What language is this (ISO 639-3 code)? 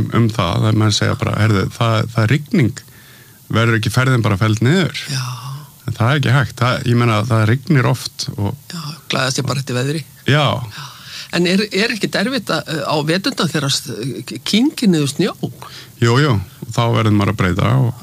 isl